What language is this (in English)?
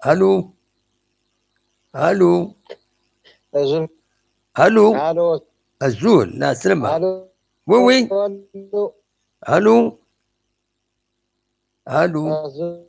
Kabyle